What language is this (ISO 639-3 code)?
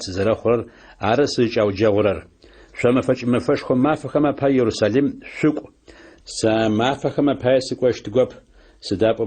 ady